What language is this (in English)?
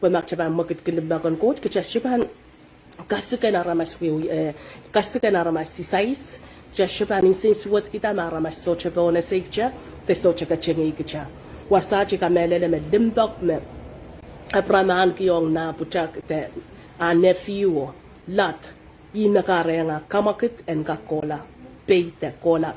Pohnpeian